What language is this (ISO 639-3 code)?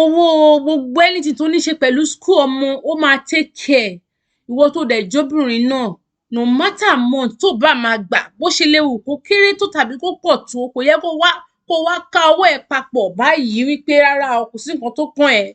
yor